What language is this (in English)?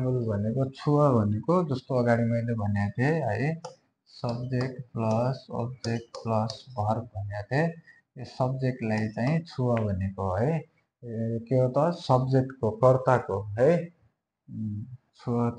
Nepali